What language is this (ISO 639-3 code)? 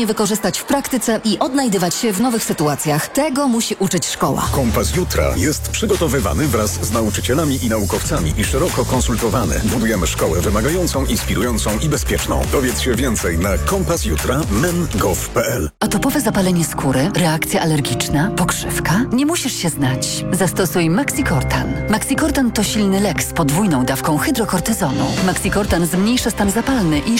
pol